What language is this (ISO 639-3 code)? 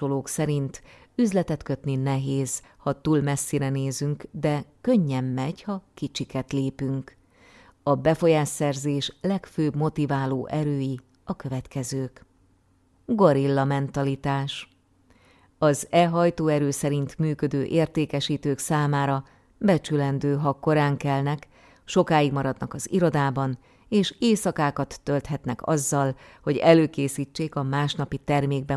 hun